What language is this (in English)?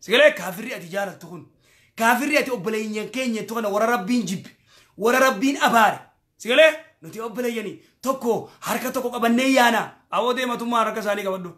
Oromo